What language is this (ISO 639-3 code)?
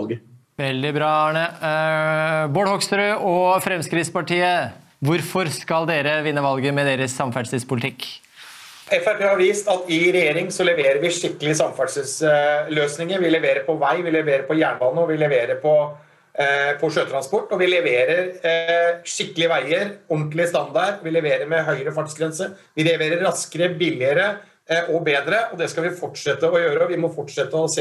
nor